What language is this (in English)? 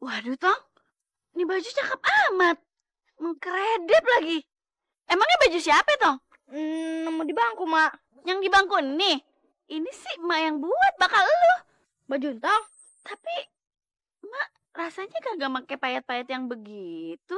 Betawi